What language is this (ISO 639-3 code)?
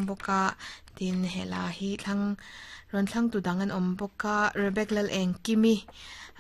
lus